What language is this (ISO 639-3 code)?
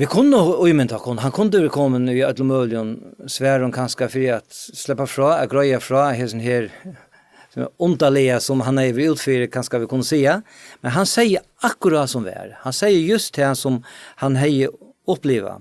fao